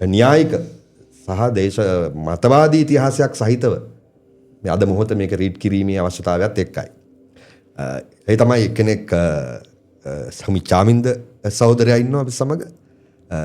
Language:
Sinhala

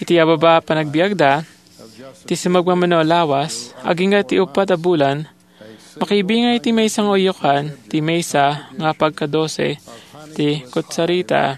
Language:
Iloko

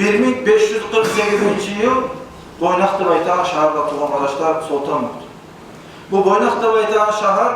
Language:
Kumyk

